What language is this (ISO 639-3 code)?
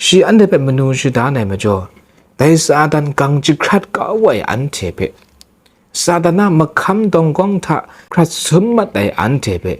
kac